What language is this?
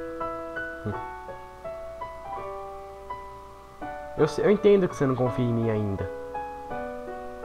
Portuguese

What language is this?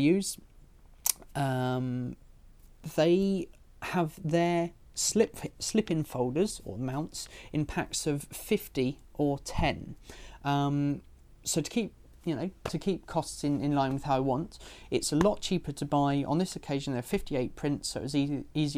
English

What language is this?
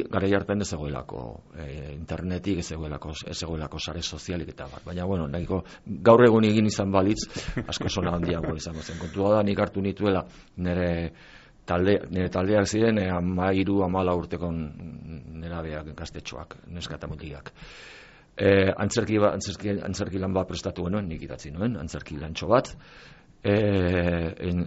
Basque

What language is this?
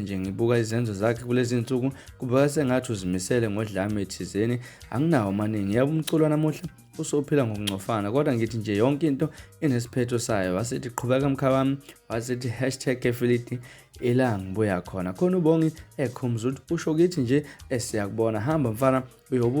Zulu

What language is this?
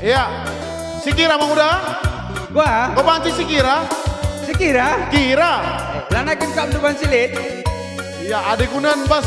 Batak Karo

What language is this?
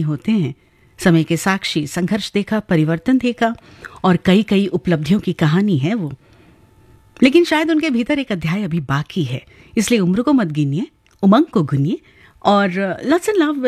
Hindi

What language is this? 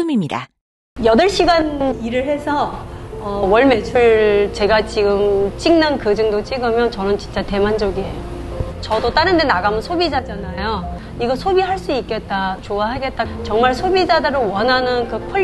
Korean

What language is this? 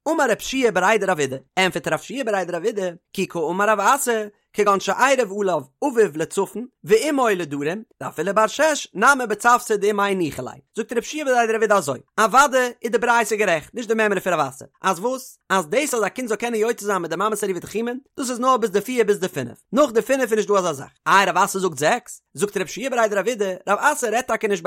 Yiddish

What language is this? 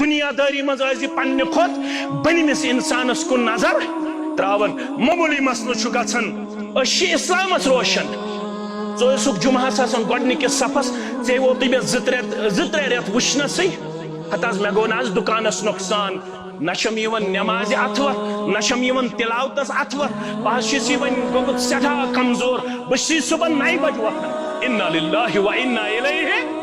Kashmiri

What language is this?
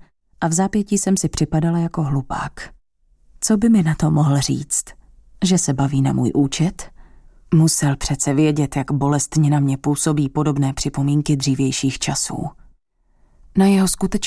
Czech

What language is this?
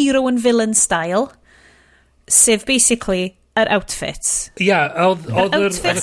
Welsh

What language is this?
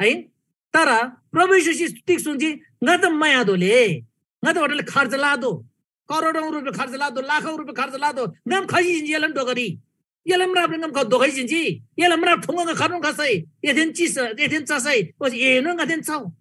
Eastern Tamang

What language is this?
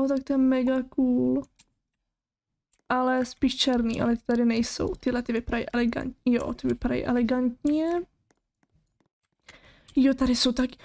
Czech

